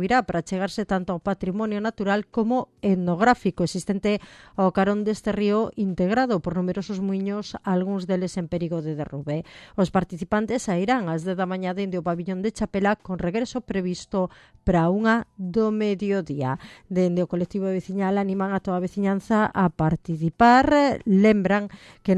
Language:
Galician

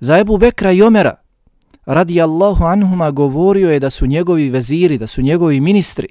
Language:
Bosnian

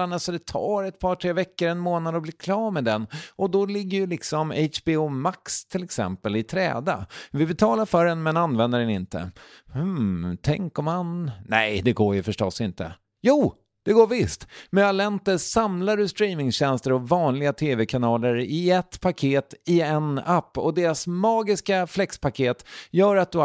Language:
Swedish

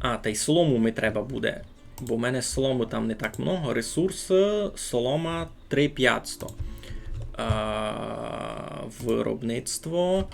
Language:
Rusyn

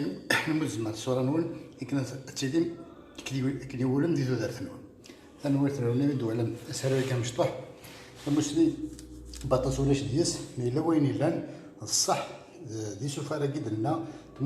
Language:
Kabyle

